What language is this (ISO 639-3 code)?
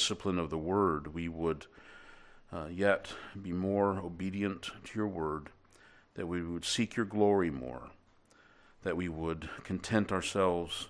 eng